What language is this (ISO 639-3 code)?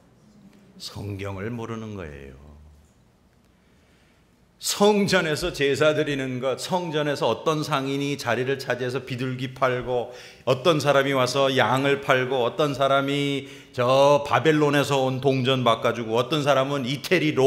kor